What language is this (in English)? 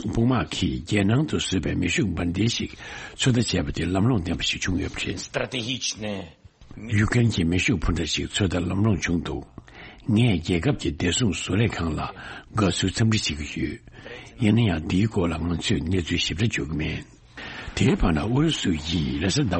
Tibetan